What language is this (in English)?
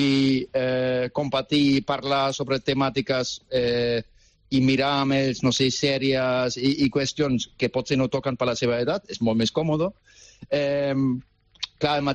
Catalan